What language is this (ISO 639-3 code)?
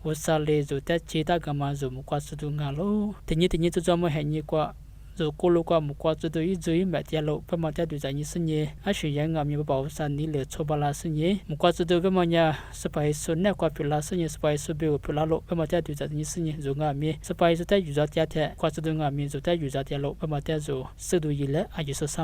lis